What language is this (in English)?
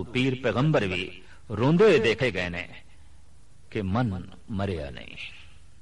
Punjabi